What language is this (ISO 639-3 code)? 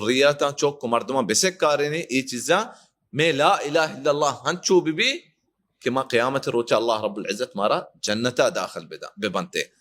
bal